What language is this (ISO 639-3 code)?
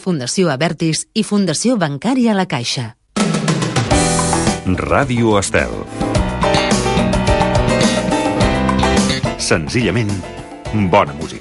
cat